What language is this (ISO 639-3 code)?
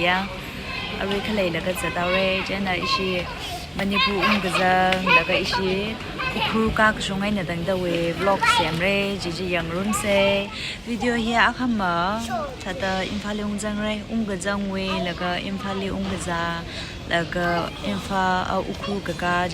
nmf